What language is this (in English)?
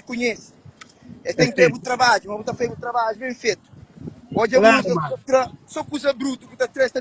Kabuverdianu